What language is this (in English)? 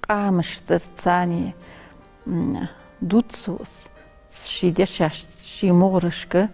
Ingush